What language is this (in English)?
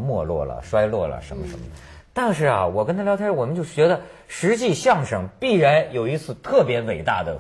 Chinese